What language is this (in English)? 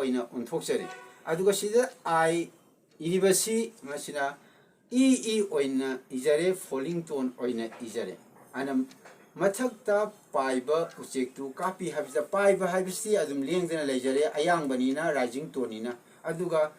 Manipuri